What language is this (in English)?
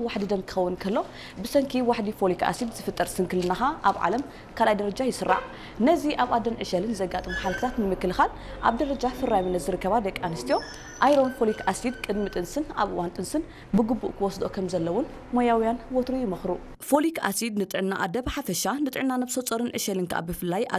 Tigrinya